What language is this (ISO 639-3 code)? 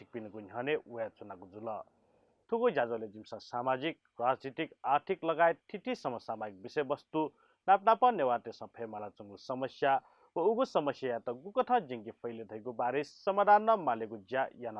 new